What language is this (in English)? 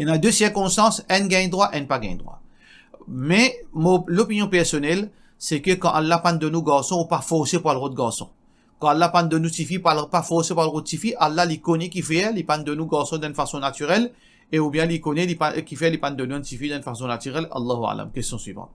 Morisyen